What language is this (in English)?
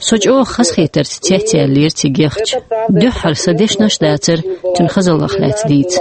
Chechen